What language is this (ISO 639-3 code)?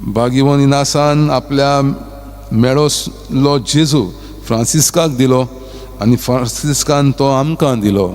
kok